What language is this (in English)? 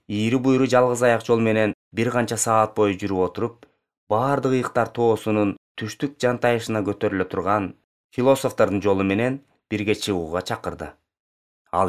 Kyrgyz